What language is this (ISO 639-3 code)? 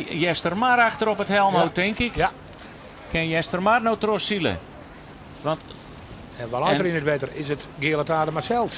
fry